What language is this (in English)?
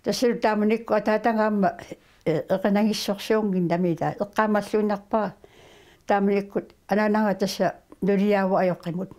Kalaallisut